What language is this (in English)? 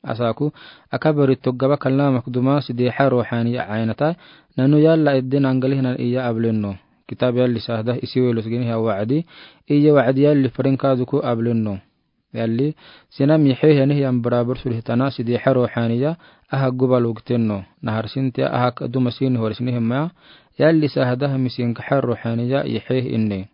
Afar